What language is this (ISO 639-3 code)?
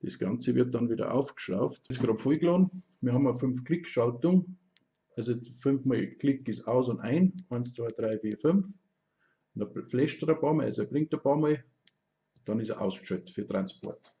bar